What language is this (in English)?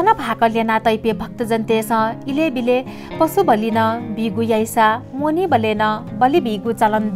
Newari